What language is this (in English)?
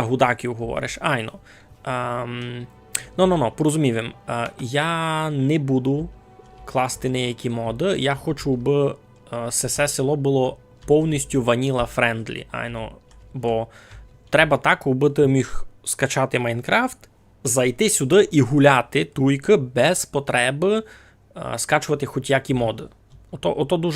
Rusyn